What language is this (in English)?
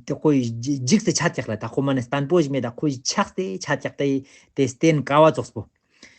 Ladakhi